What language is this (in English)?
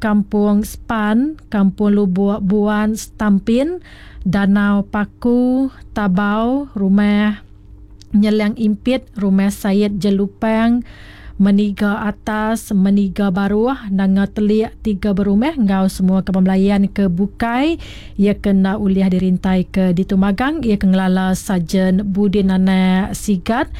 Iban